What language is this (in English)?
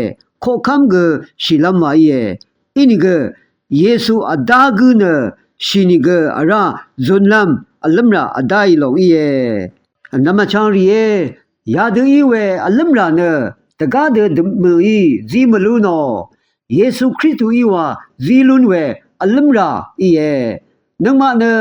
Rawang